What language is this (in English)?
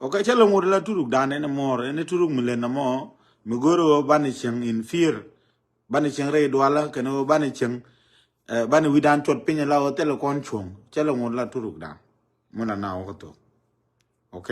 Nuer